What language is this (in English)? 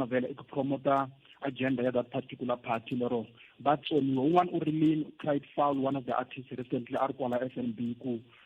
Tsonga